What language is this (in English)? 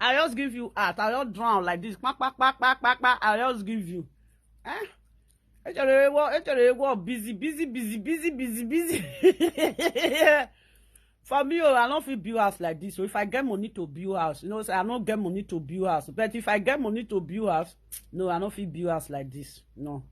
Nigerian Pidgin